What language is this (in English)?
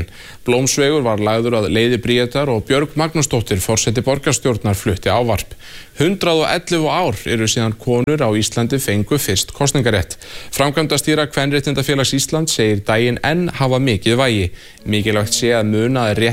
Icelandic